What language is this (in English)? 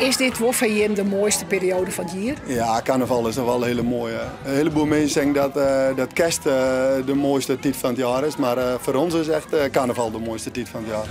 Western Frisian